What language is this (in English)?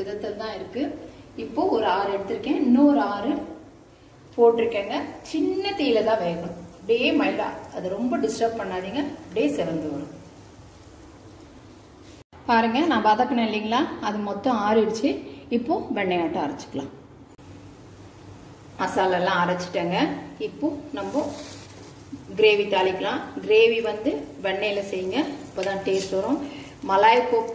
Tamil